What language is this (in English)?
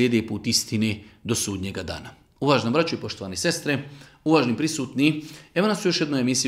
Bosnian